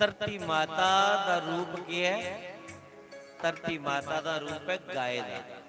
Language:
Dogri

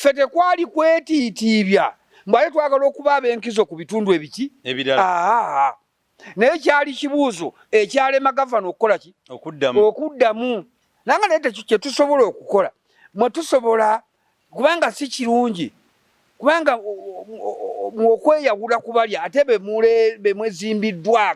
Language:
Ganda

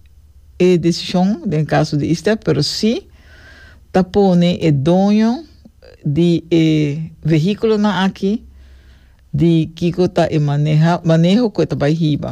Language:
Papiamento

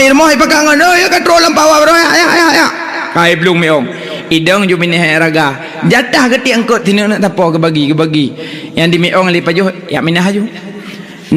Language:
Achinese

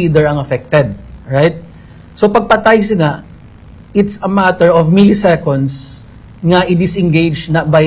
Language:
Hiligaynon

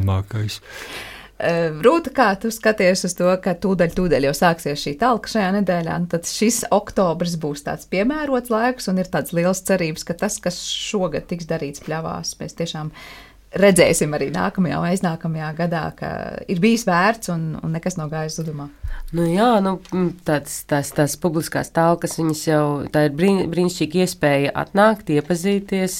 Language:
Latvian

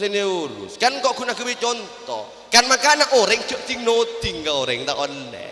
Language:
Madurese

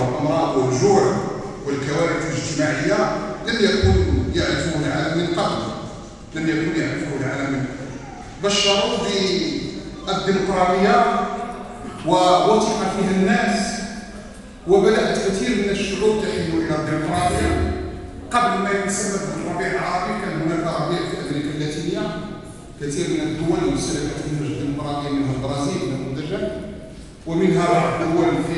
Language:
Arabic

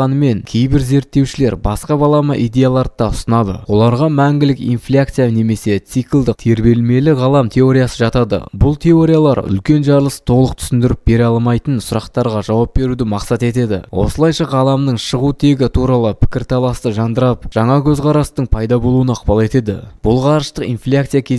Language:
Kazakh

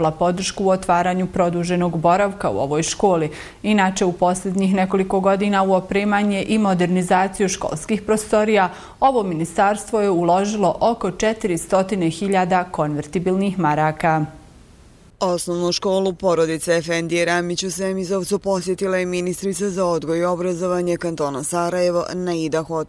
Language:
Bosnian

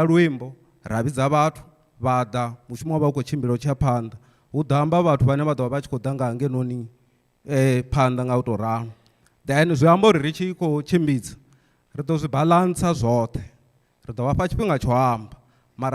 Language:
Venda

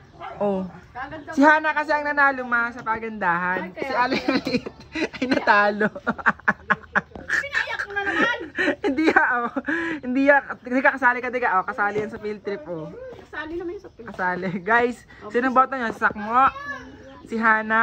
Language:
Filipino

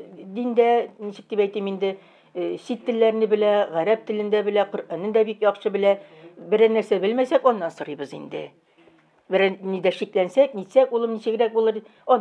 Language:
Tatar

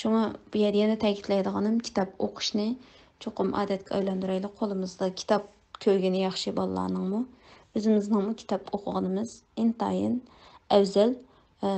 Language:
Uyghur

